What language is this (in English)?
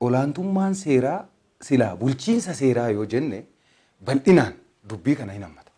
Oromo